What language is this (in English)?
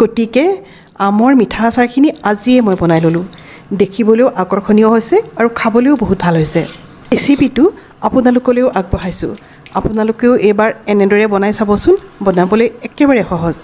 Assamese